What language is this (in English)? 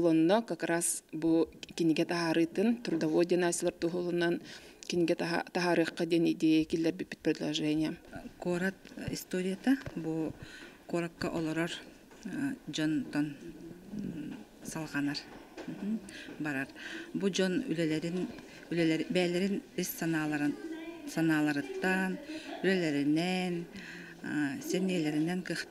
Yakut